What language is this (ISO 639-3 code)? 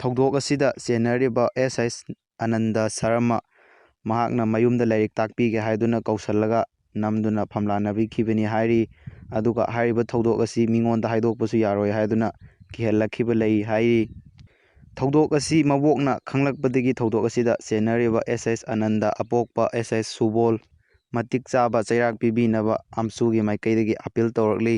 mni